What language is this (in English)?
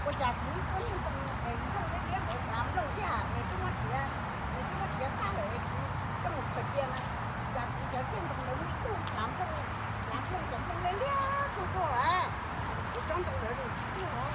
Hmong